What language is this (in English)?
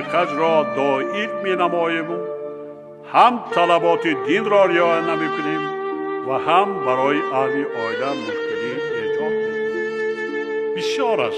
Tajik